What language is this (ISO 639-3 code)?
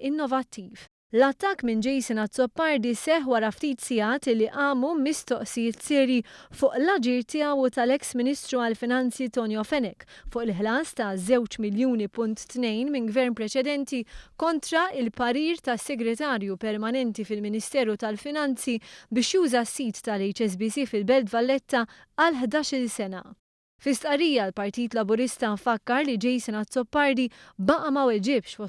mlt